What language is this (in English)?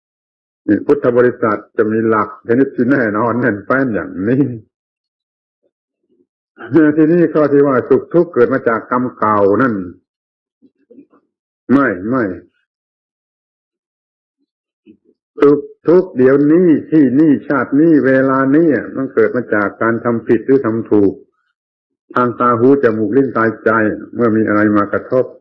Thai